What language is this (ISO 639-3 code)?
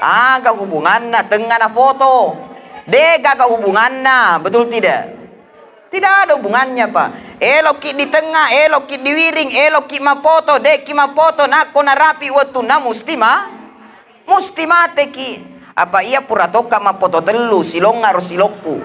bug